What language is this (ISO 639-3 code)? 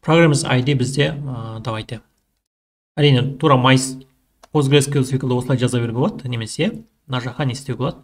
kaz